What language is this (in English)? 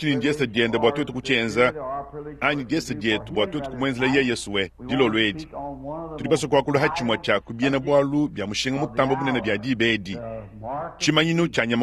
Luba-Lulua